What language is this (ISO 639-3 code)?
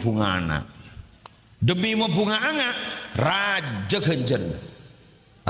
mad